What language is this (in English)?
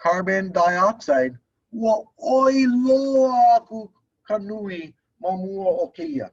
Hawaiian